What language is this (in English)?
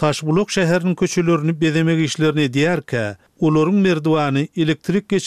Turkmen